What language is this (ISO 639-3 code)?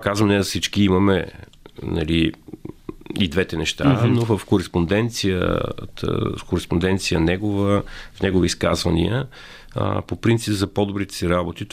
bul